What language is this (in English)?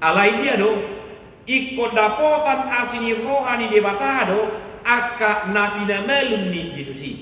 Batak Toba